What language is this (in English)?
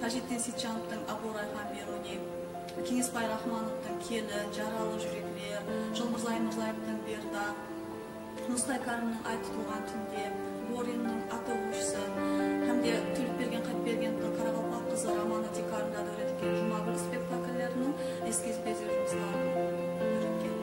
Kara-Kalpak